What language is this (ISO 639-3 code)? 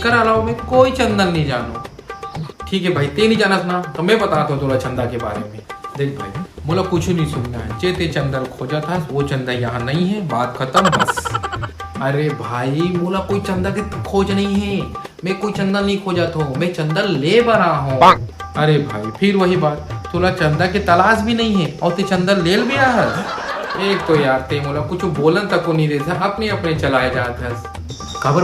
hne